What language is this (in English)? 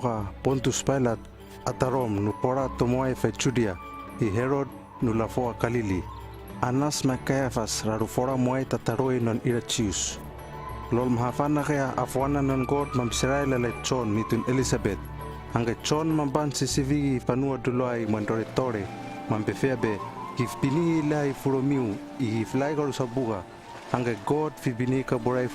Hano